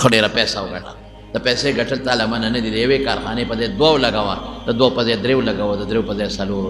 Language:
Pashto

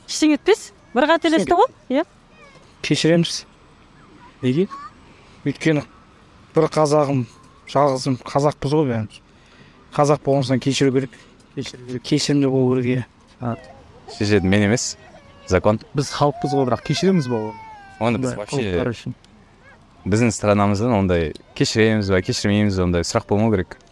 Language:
Kazakh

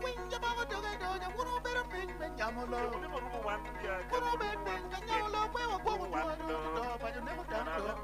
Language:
Acoli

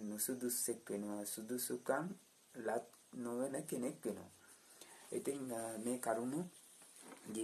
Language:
Sinhala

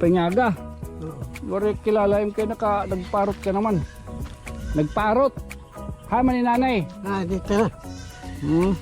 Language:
Waray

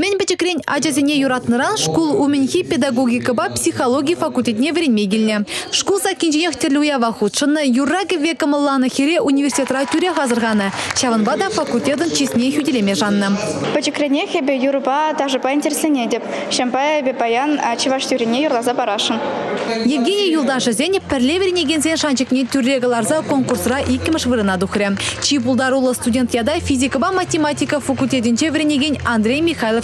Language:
Chuvash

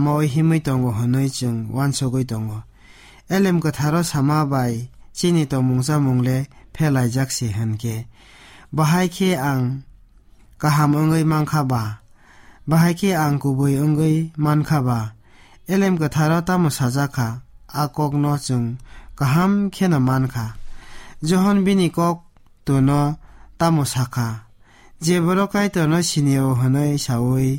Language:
Kok Borok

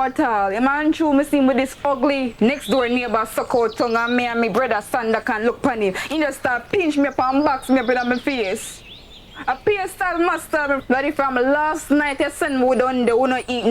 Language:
Jamaican Creole English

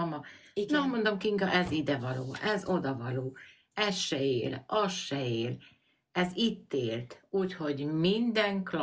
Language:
Hungarian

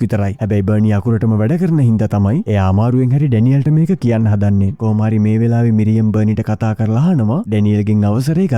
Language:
Sinhala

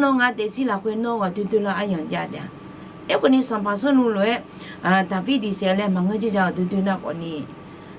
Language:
Akha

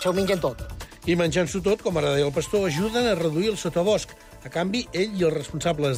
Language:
Catalan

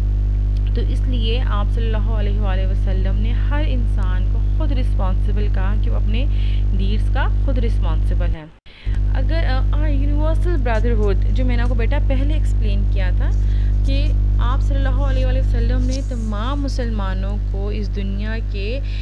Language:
Urdu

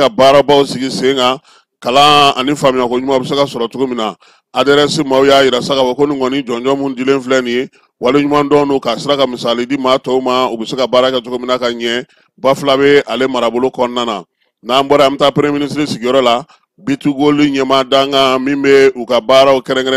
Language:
Bambara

